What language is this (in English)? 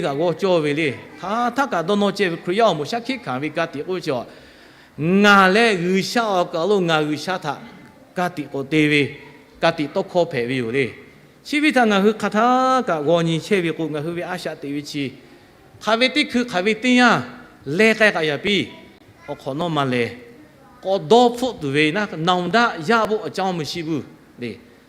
Lahu